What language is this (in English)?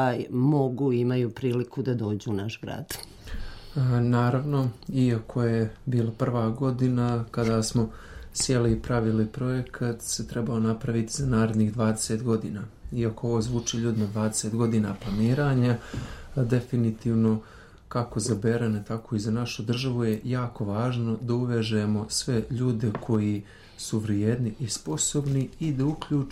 Serbian